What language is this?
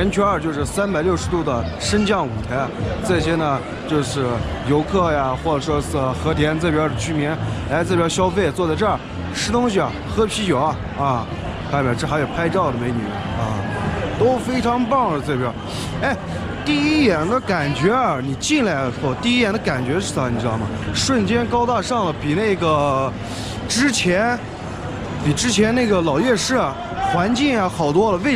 Chinese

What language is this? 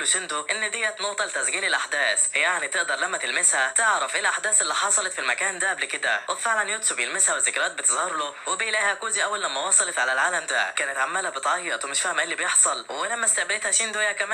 Egyptian Arabic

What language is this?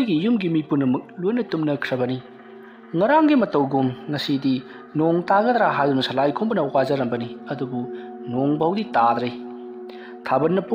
Manipuri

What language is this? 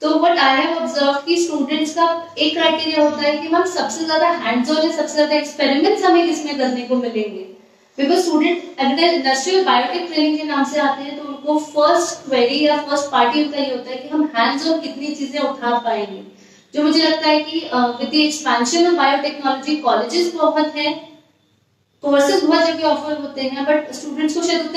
Hindi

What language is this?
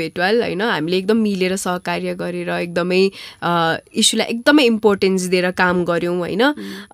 Nepali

